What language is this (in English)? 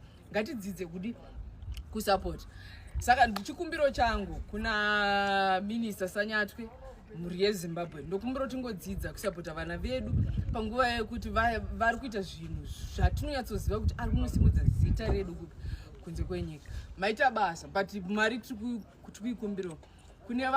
Shona